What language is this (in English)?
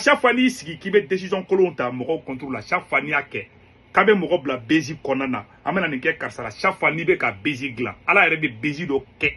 Bambara